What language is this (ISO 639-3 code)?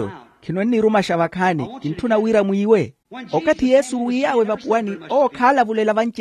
vmw